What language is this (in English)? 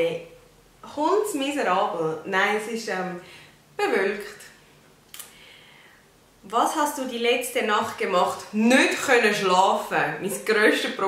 German